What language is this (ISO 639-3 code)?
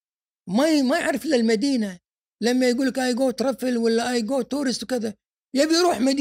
afb